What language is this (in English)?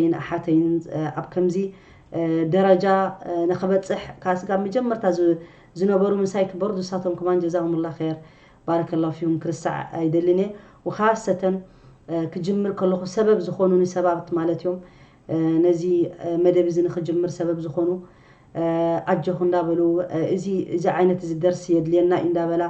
Tigrinya